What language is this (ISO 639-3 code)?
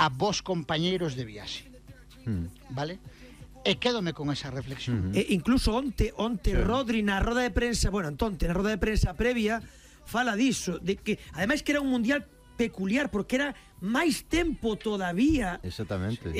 glg